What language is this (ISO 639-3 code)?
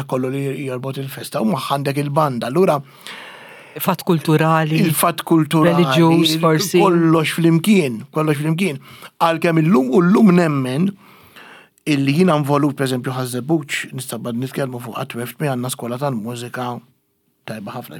mlt